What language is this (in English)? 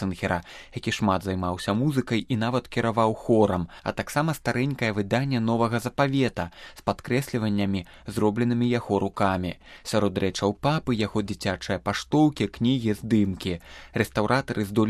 Belarusian